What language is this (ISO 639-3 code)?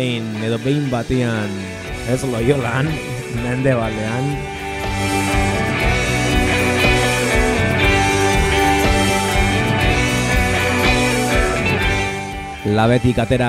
eus